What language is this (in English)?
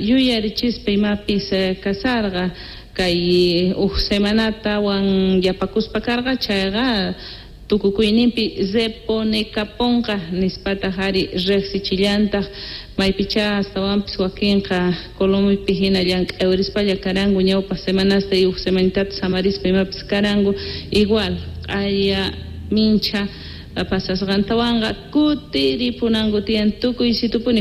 Quechua